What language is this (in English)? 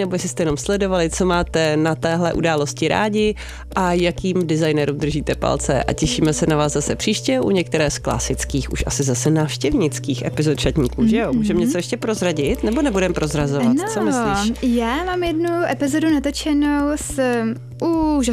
Czech